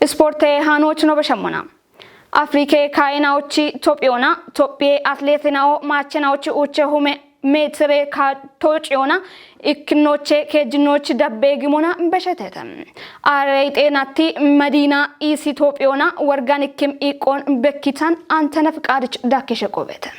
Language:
Kafa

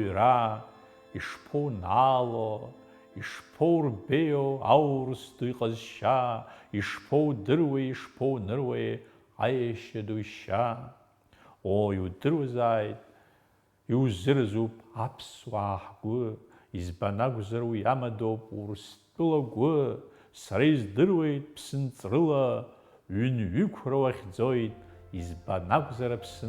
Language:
Abkhazian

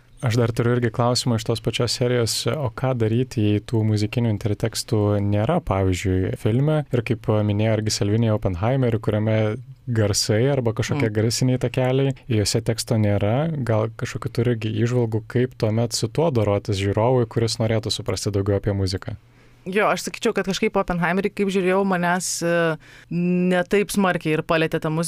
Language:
Lithuanian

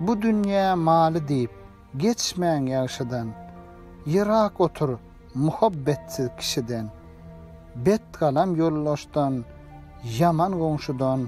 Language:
Turkmen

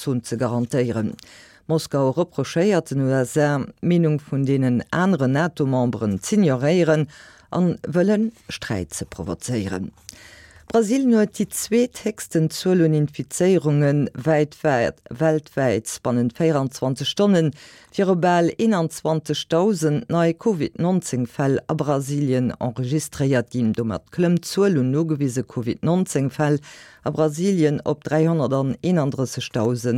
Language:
Luxembourgish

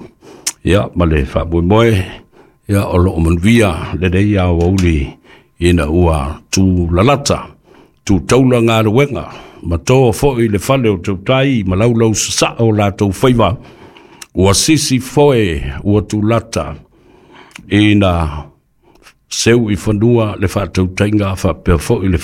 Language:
Samoan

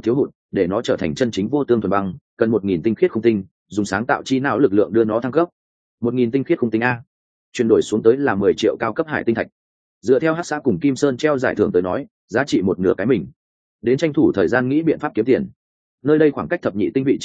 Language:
Vietnamese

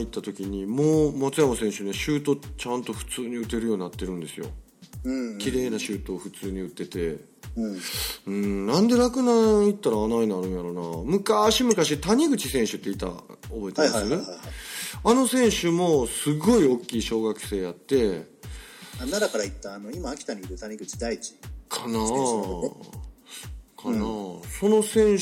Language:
Japanese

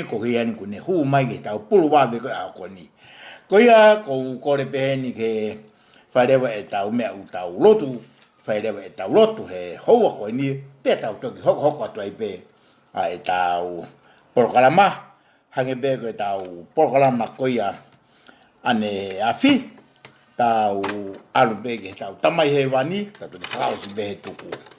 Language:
Tongan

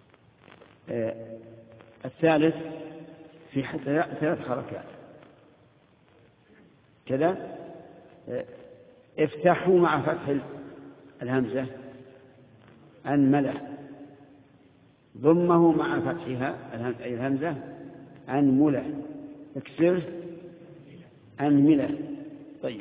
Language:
Arabic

